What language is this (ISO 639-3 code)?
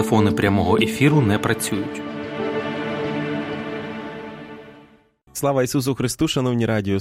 ukr